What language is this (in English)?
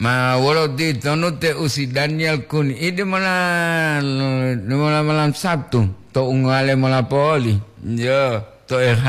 Gorontalo